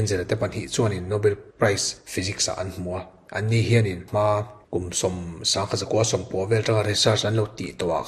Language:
Mizo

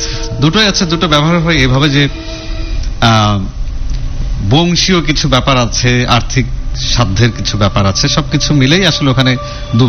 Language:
Bangla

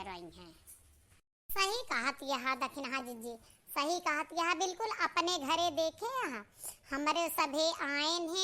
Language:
Awadhi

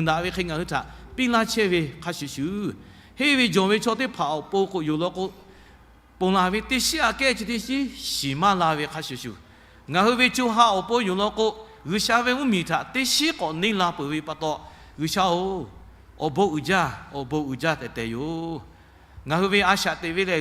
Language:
Lahu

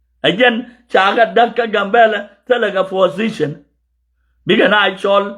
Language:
Nuer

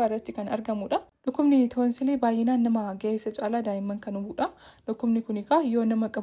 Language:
Oromo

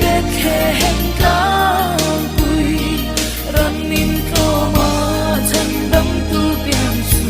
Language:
Mizo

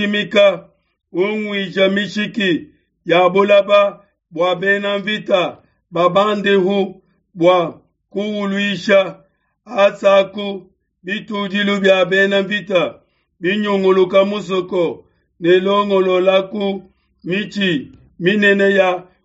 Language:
Luba-Lulua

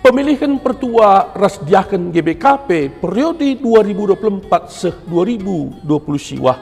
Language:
Batak Karo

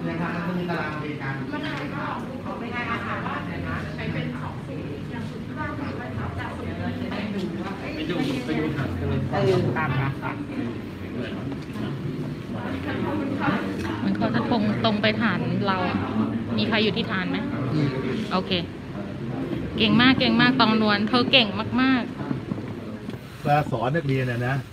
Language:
Thai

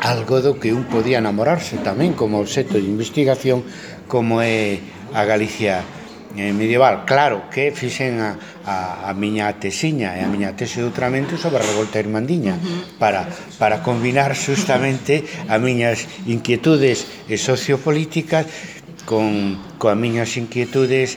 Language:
Galician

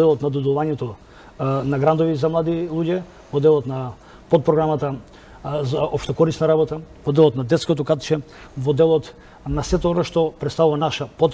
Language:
Macedonian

